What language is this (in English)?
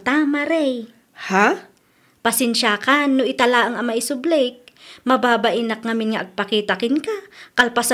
Iloko